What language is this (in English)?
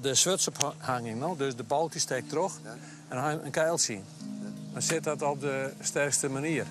Western Frisian